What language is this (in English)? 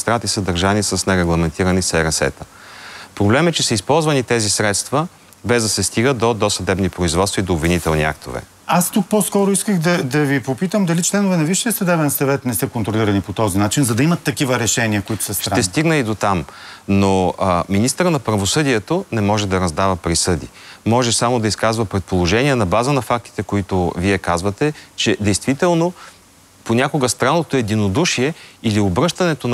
Bulgarian